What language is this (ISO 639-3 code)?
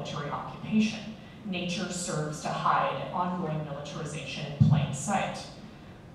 eng